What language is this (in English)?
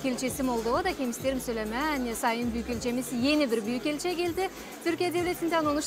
Gagauz